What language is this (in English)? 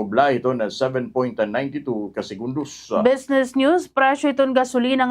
Waray